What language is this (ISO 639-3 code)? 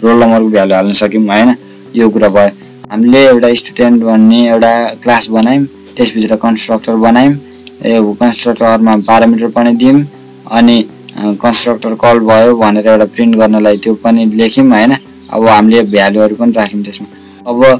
nep